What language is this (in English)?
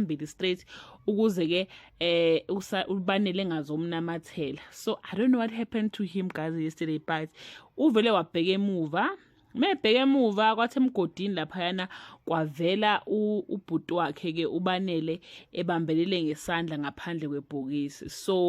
Zulu